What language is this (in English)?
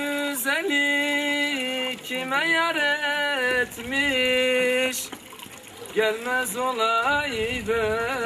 Zaza